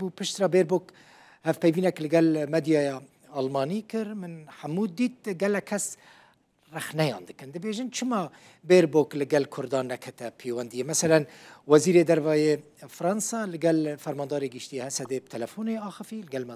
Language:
Kurdish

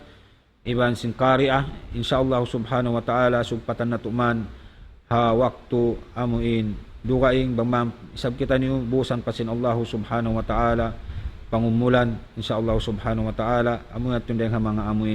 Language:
Tausug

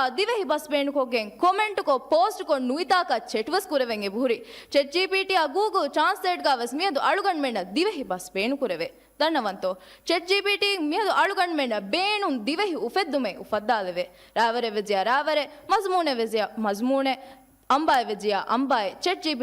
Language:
Divehi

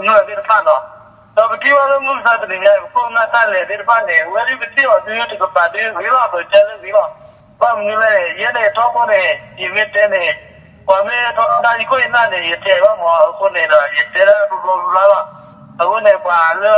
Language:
S'gaw Karen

